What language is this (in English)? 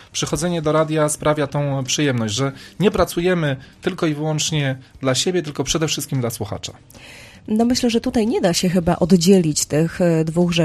Polish